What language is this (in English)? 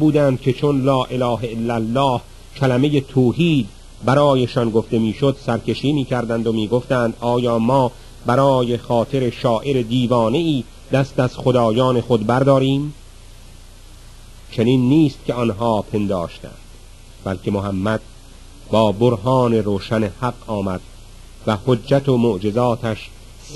Persian